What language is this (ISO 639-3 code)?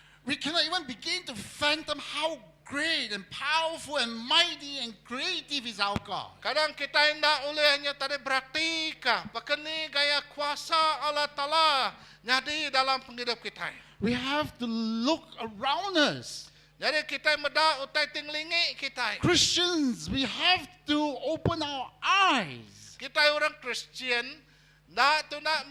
iba